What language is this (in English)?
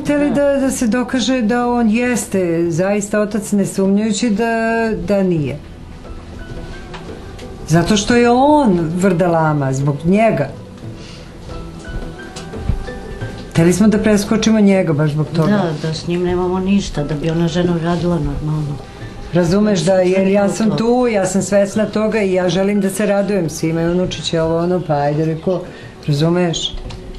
Serbian